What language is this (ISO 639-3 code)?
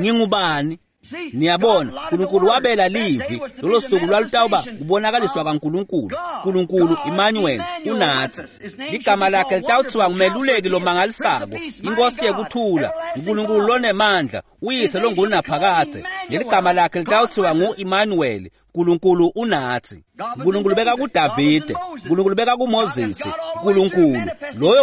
ssw